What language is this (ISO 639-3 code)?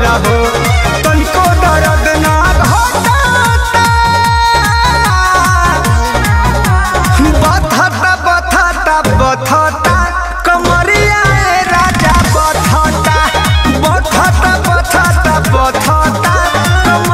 bho